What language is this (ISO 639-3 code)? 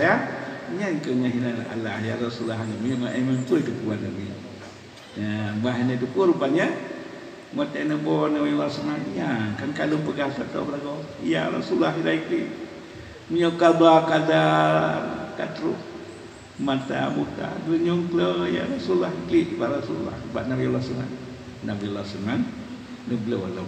ace